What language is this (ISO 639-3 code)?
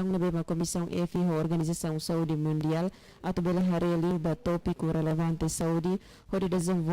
tet